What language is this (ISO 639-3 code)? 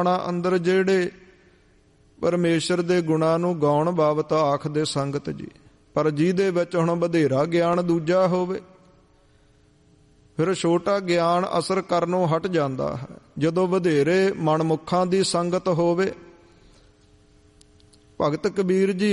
pan